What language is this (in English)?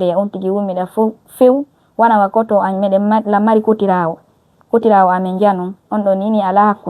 Pular